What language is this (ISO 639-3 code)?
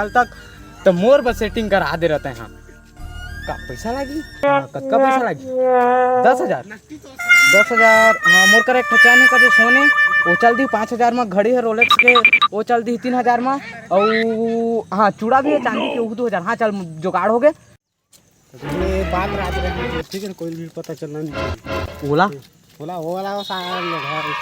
hne